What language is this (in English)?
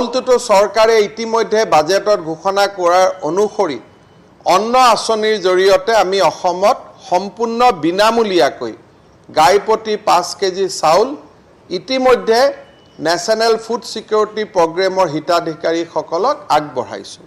Assamese